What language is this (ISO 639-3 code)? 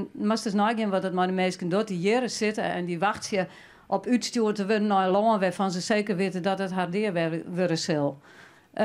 fry